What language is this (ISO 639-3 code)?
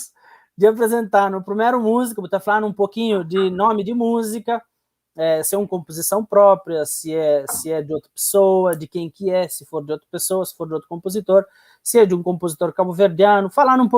kea